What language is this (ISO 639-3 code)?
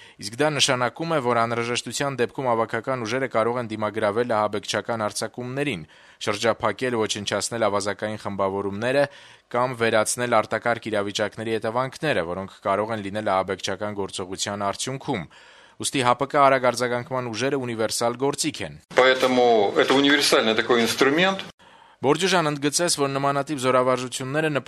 hye